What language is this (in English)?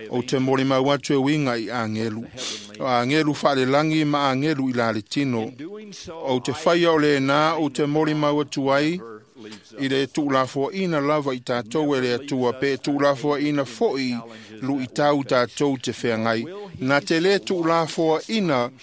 Samoan